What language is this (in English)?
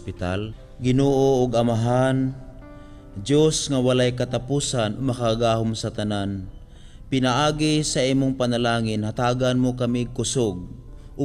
Cebuano